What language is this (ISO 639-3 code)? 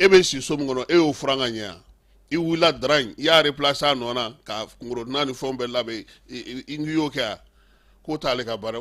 bam